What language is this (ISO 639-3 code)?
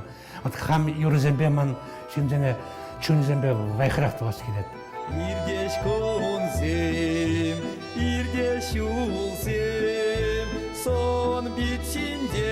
chv